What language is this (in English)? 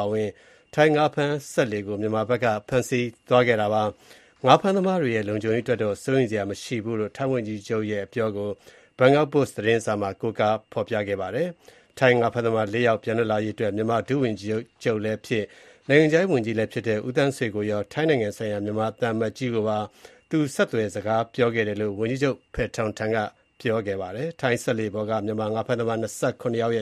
Burmese